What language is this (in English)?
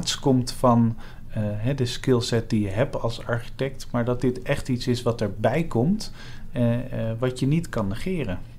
Dutch